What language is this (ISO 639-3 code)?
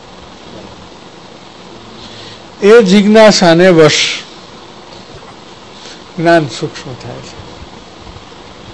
guj